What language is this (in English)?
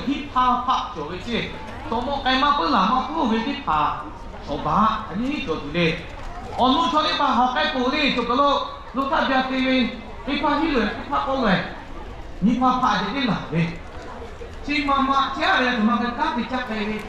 Lahu